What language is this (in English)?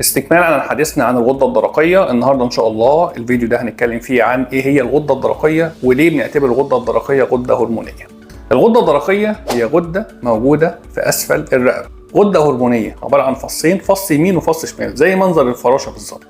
Egyptian Arabic